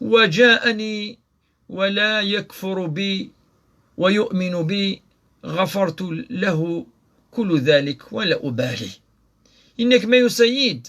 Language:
Kabyle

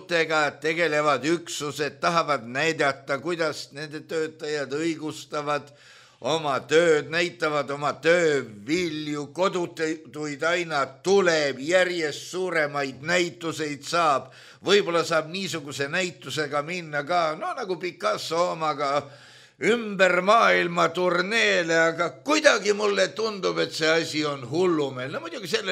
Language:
Estonian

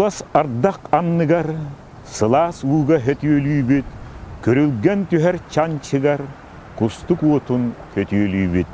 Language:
Yakut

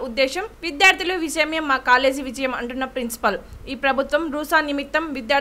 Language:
Telugu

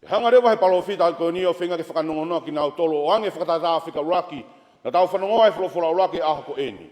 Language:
Tongan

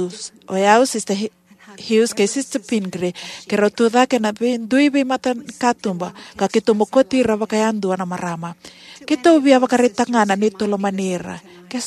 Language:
Fijian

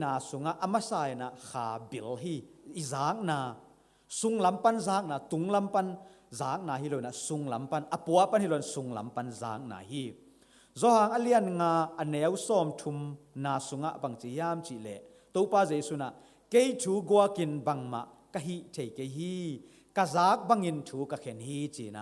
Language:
Tedim Chin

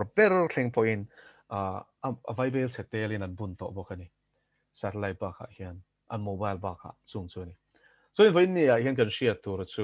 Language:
Mizo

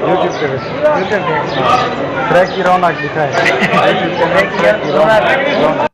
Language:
Saraiki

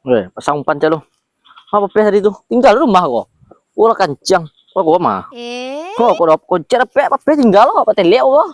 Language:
Minangkabau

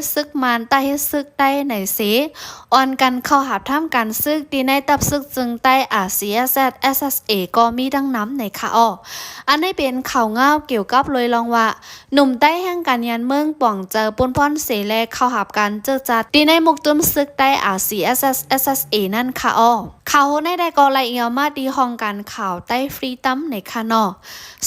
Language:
Shan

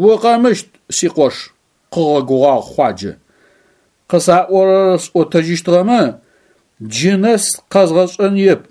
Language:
Adyghe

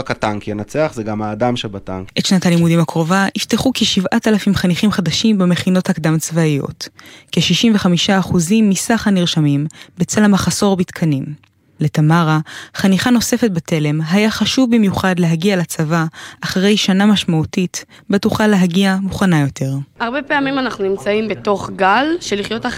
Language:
Hebrew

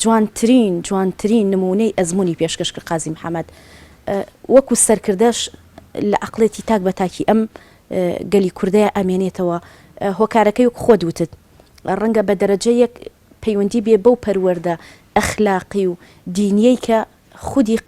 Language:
Central Kurdish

